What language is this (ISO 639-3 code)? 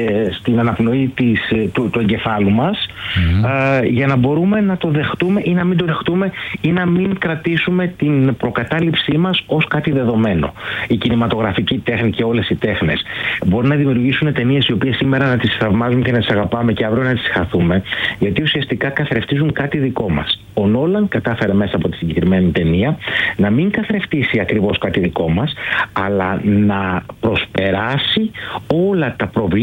ell